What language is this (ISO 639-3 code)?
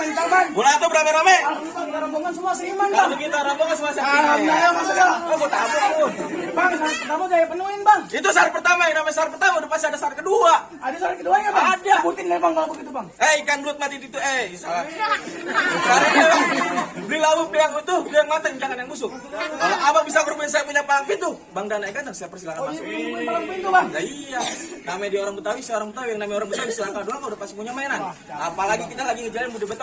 bew